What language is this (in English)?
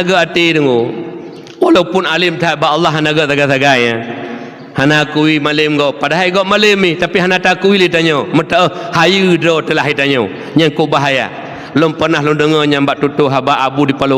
Achinese